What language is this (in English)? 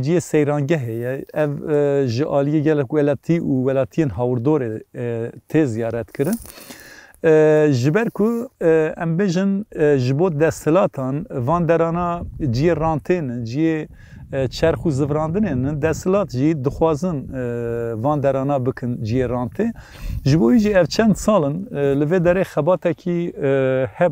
Kurdish